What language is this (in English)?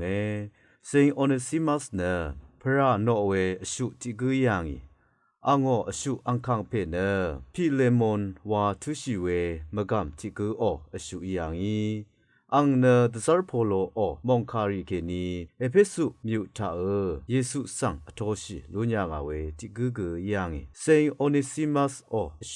Rawang